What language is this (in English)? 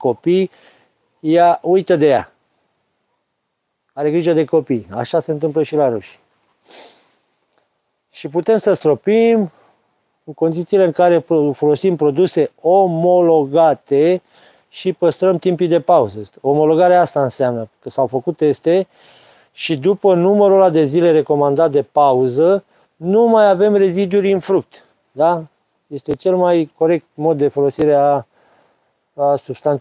Romanian